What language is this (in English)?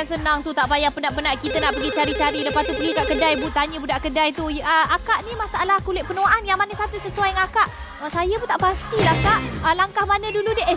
Malay